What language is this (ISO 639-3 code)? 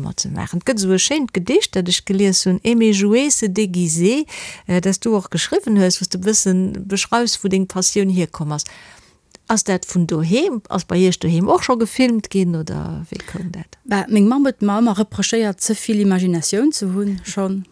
ltz